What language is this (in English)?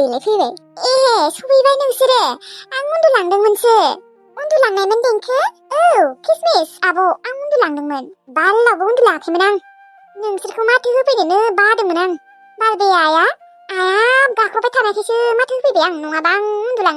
Bodo